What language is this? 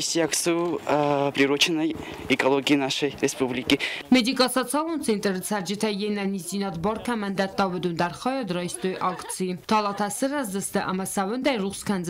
Ossetic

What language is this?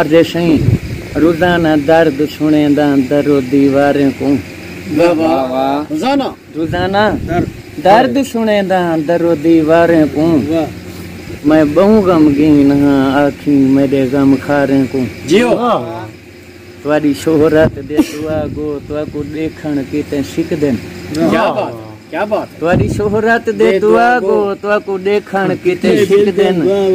Saraiki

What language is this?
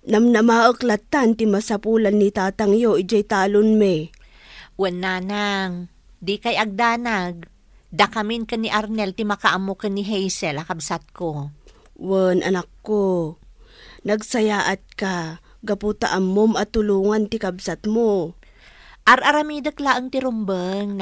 Iloko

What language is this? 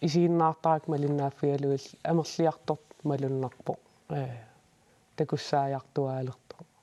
Kalaallisut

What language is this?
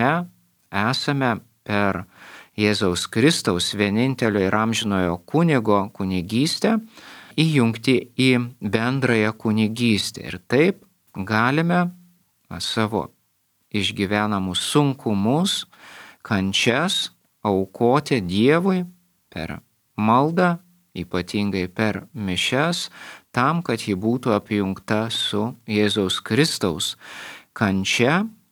Lithuanian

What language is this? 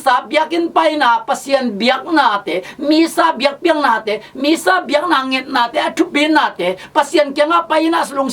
Tedim Chin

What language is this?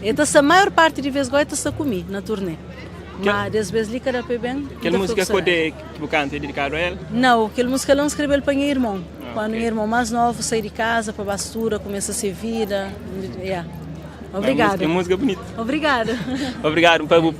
Kabuverdianu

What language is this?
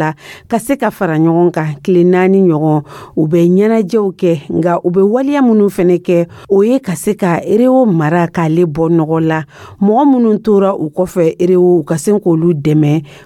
Dyula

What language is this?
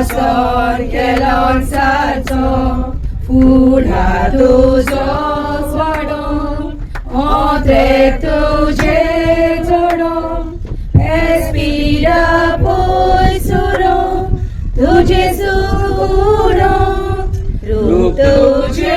Konkani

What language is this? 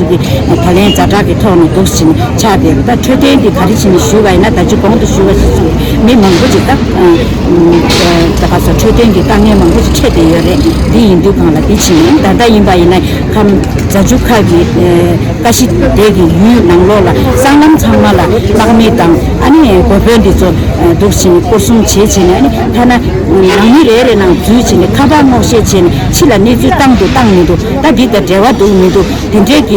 Tibetan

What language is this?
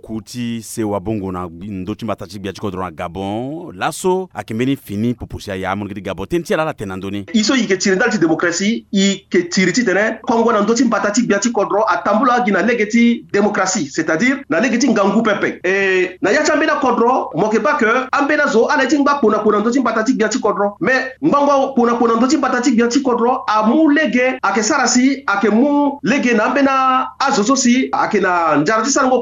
Sango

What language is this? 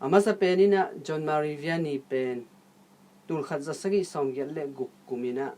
Tedim Chin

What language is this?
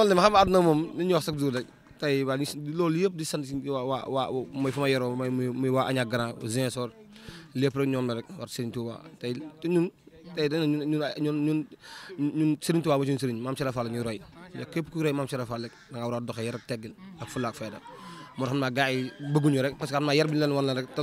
Wolof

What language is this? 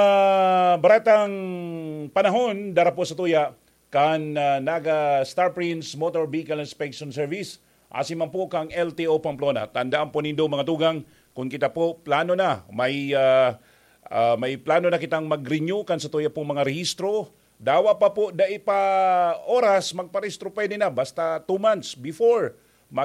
Bikol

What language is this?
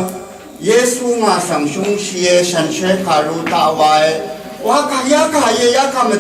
Rawang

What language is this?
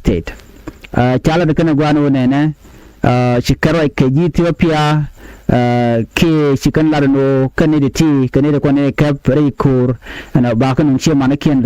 Nuer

